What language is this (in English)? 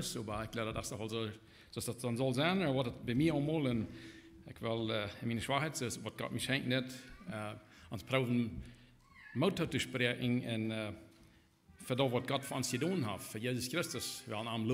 Plautdietsch